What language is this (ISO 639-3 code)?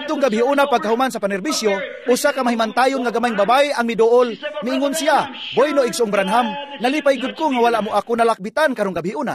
ceb